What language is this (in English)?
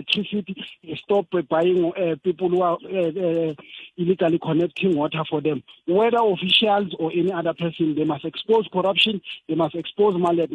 Tsonga